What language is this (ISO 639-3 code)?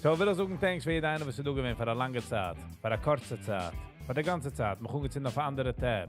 yid